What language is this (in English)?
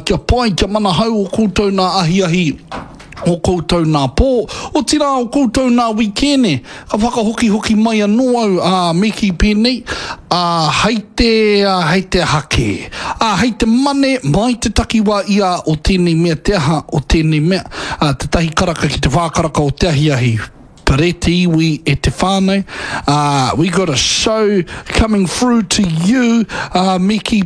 Māori